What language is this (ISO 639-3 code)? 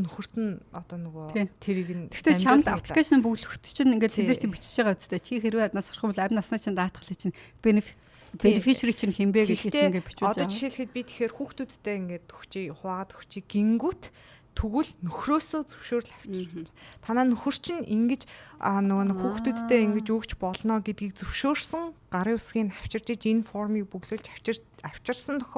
mon